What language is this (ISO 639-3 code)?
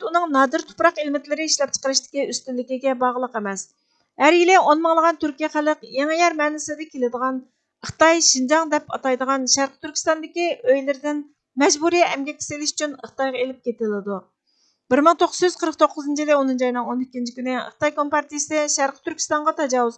uig